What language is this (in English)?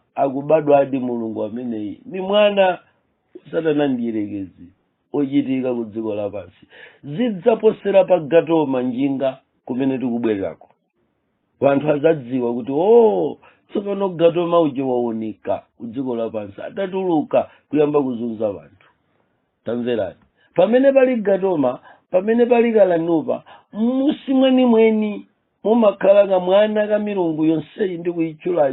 Nyanja